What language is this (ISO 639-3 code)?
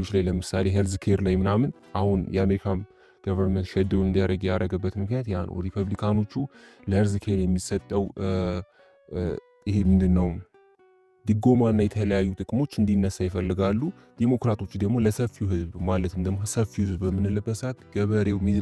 amh